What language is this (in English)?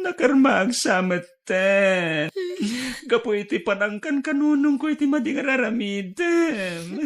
Iloko